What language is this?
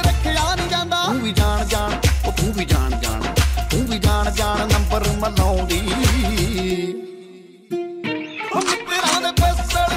Punjabi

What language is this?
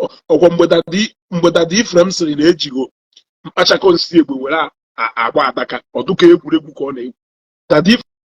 Igbo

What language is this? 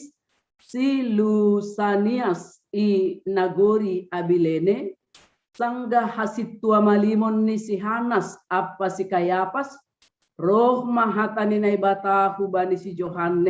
Batak Simalungun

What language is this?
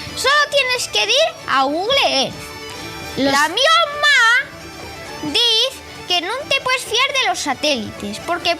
Asturian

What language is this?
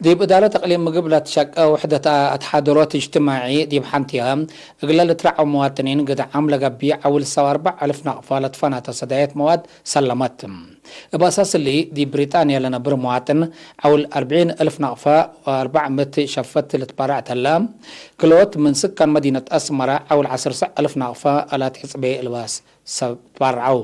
Tigre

